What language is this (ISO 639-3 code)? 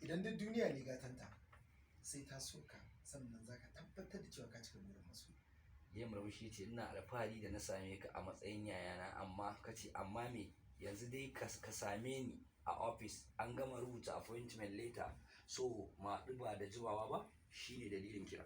hau